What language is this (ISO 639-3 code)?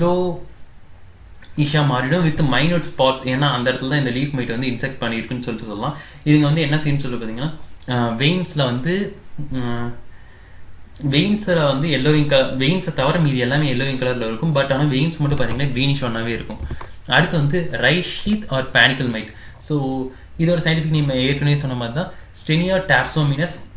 tam